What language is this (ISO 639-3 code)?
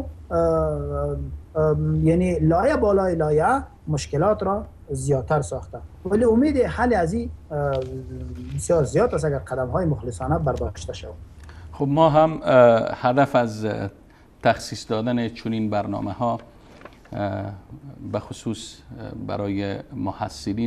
fas